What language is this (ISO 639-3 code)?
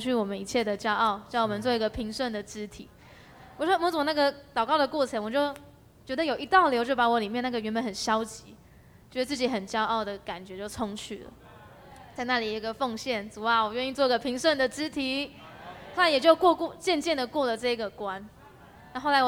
zho